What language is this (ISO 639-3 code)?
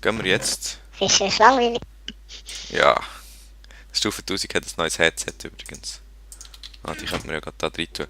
gsw